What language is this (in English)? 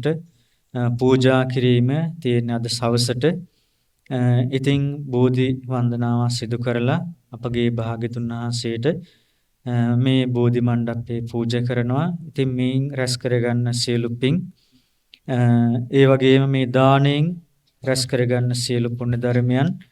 Sinhala